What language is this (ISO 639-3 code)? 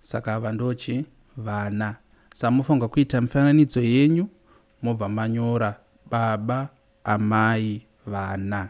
sna